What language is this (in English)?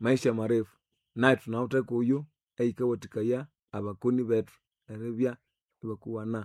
Nande